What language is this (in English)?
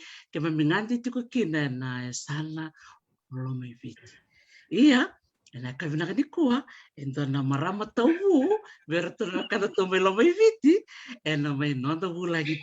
Fijian